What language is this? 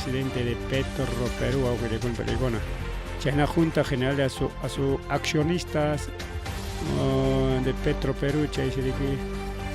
Ayacucho Quechua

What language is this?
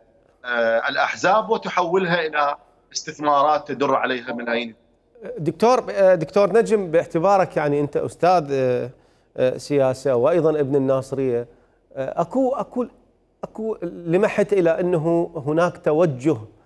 Mesopotamian Arabic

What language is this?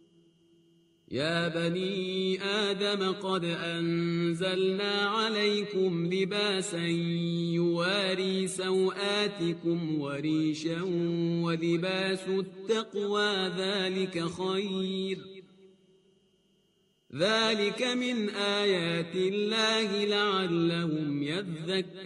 Arabic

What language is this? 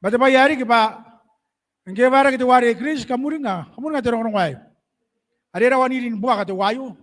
Gilbertese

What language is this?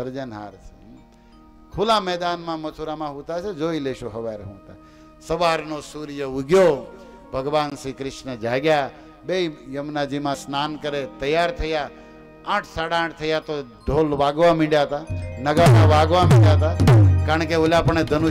Gujarati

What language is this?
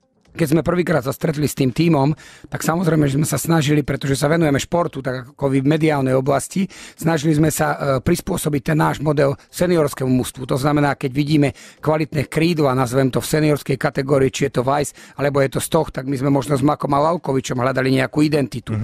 Slovak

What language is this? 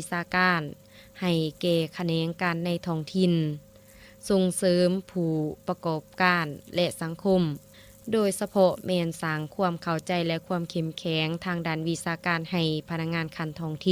Lao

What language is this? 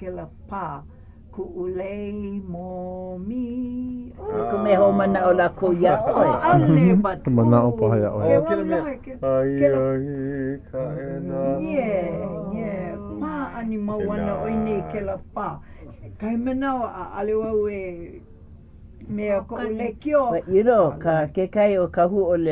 Hawaiian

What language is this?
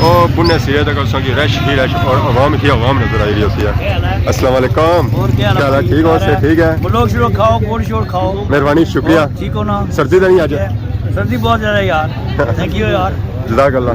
Pahari-Potwari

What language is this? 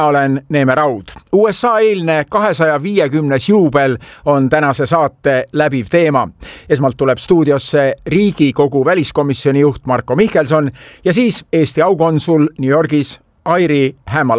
Estonian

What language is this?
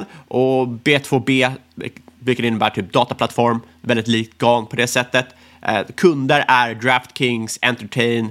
Swedish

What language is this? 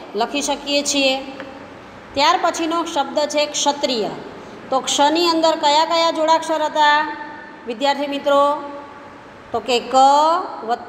Gujarati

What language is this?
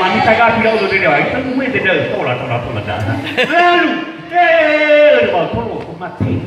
Nias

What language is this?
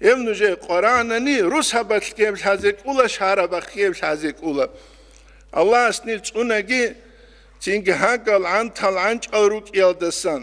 Avaric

